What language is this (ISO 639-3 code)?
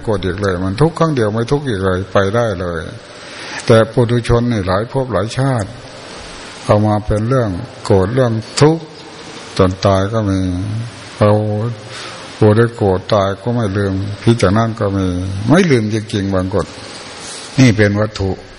tha